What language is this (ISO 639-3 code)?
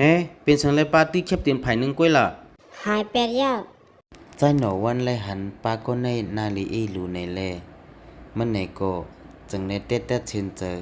shn